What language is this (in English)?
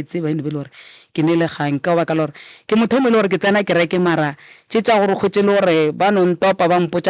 Northern Sotho